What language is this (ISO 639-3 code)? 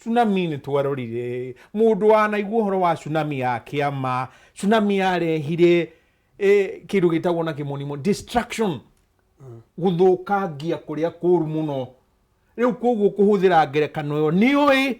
kik